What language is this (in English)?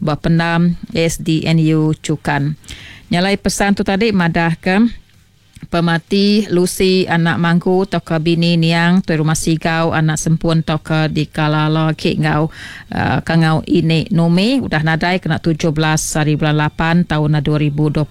Iban